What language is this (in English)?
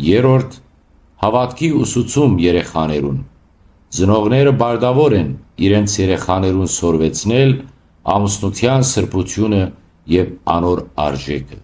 Western Armenian